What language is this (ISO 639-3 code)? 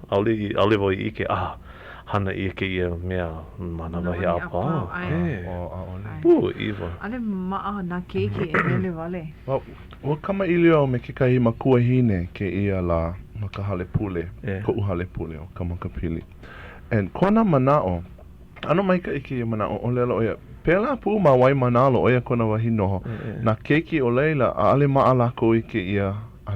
haw